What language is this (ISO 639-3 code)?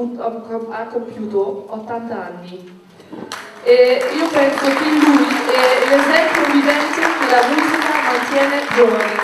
ita